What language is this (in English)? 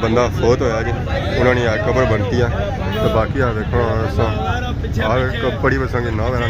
Pahari-Potwari